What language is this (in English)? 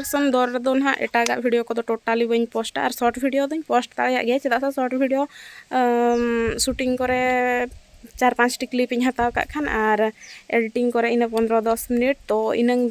Santali